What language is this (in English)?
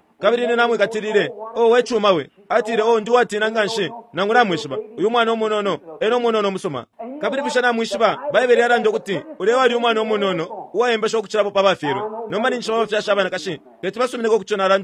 Bemba